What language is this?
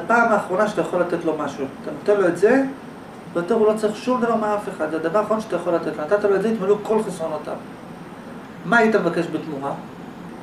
Hebrew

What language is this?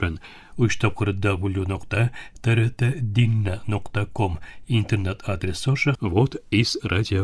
Tatar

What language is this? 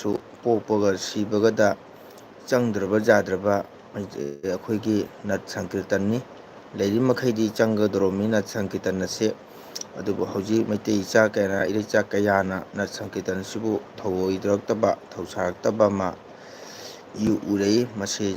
Manipuri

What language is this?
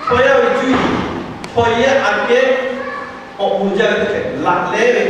Lahu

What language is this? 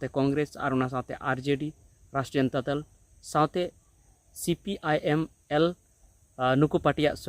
Santali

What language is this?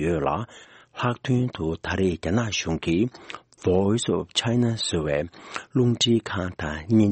Tibetan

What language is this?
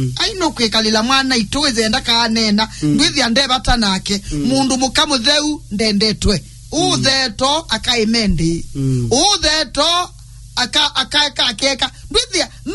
Kamba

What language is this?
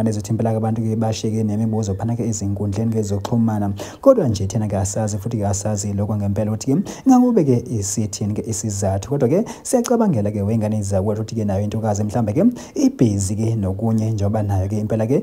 Zulu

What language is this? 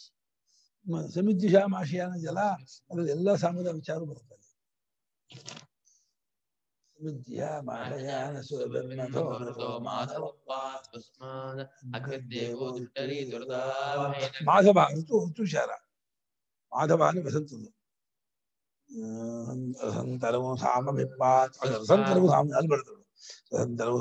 Kannada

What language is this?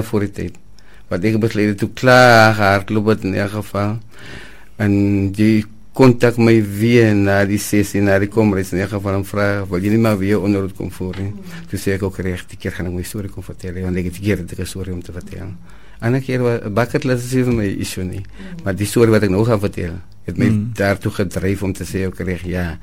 Afrikaans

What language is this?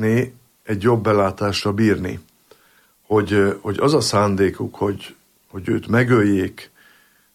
Hungarian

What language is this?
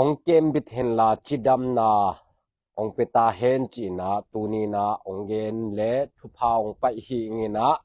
Tedim Chin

